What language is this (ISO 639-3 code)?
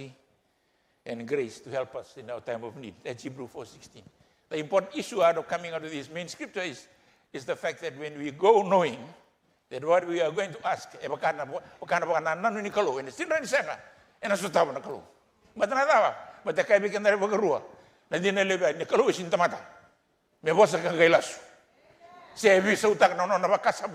fij